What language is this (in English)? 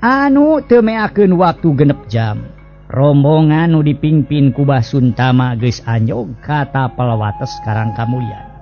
Sundanese